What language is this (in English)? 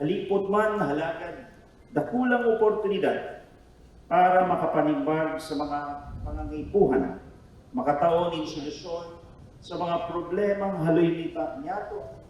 Bikol